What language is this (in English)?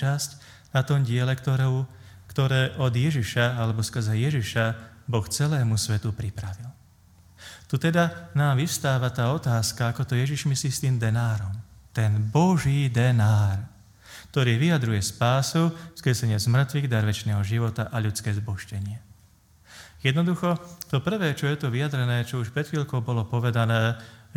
Slovak